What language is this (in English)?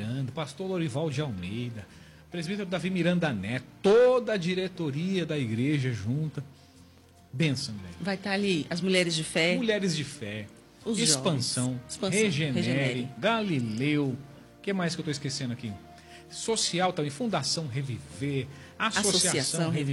Portuguese